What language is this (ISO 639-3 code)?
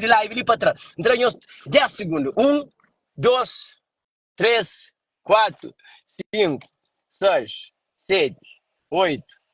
kea